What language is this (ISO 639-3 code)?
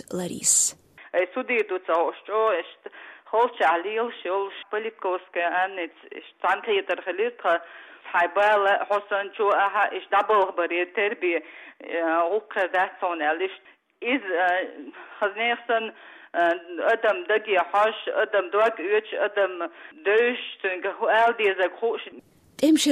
che